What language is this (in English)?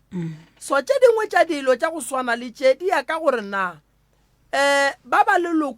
Northern Sotho